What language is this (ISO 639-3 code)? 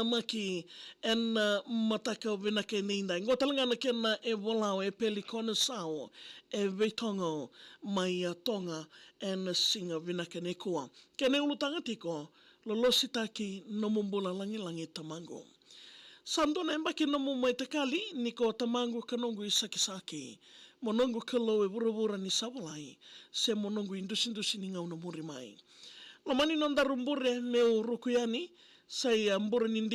fij